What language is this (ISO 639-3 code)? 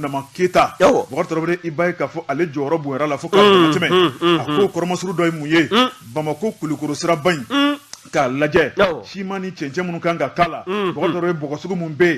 bam